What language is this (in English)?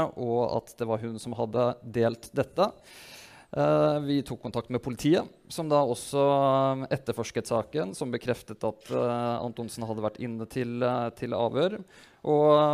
Norwegian